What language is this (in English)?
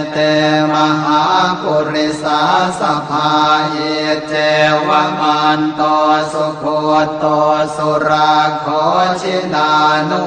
Pali